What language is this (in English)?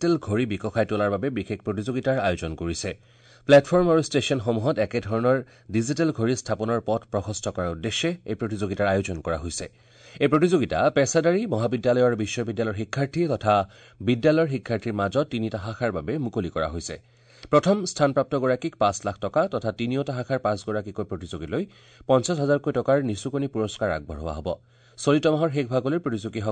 Assamese